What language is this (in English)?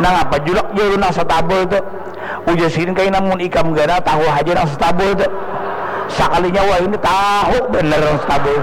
Banjar